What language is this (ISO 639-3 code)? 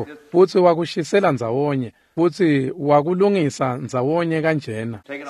ssw